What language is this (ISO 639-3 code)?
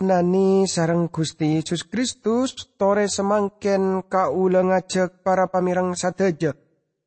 mad